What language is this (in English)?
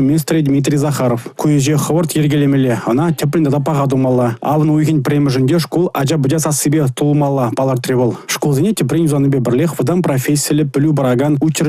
Chuvash